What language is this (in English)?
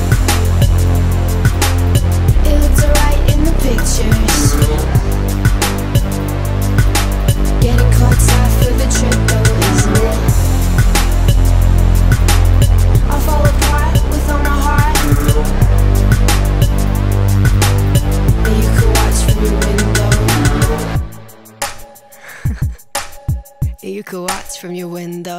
English